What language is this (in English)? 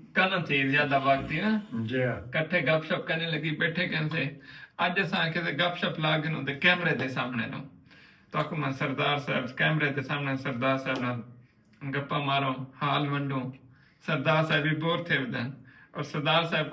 Saraiki